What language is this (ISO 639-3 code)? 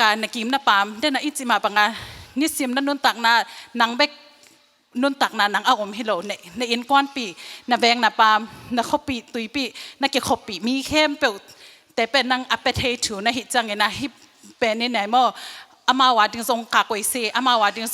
ctd